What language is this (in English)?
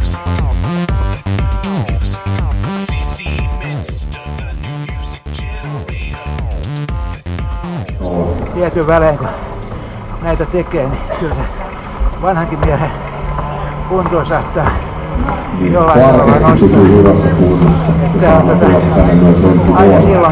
Finnish